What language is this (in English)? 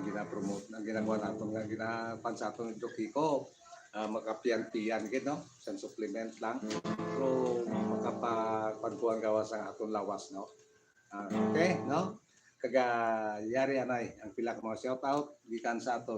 Hiligaynon